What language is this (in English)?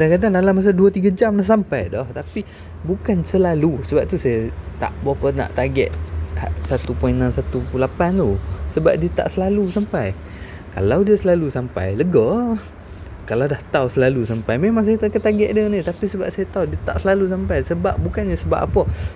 Malay